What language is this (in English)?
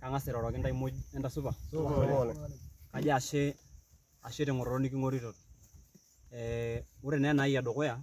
Masai